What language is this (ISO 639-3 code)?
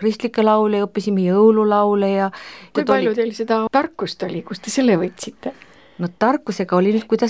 est